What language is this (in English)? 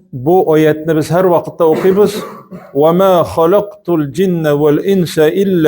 Tatar